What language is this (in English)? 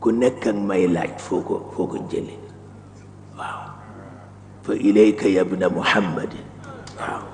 Wolof